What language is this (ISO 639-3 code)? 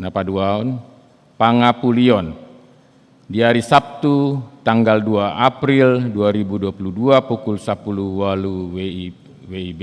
bbc